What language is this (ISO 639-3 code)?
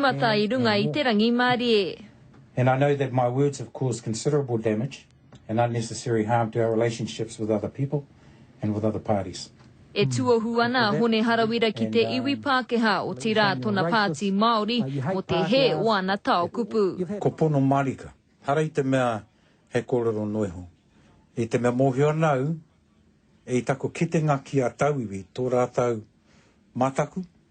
mri